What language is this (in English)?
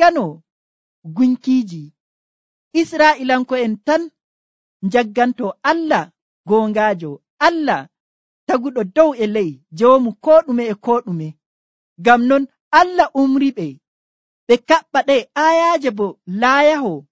Nigerian Fulfulde